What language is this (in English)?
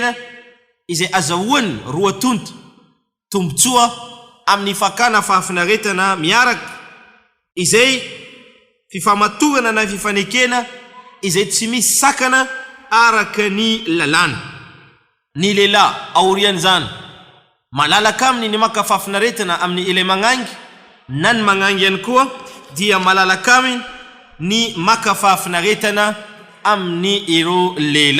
Malagasy